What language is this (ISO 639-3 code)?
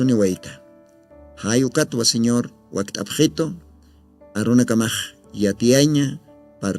aym